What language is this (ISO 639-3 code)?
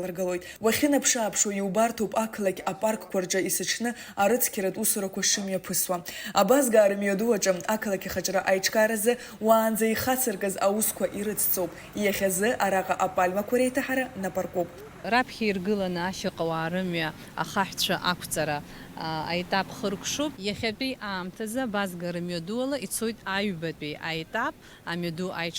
abk